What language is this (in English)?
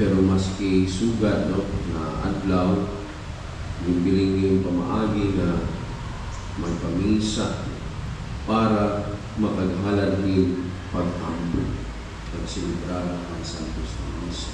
Waray